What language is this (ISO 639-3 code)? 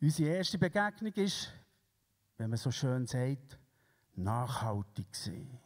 gsw